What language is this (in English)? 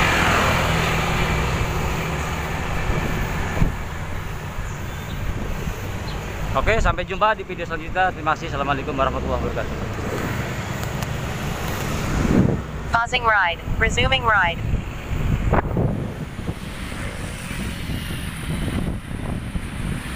Indonesian